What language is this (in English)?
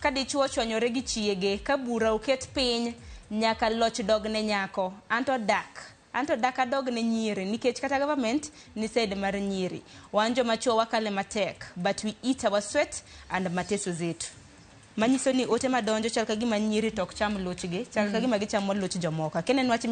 Luo (Kenya and Tanzania)